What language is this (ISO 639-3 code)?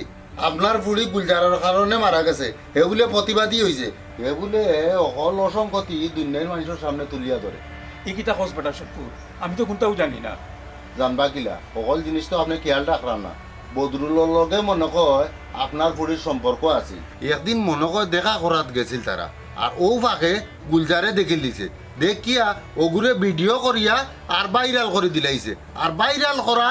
syl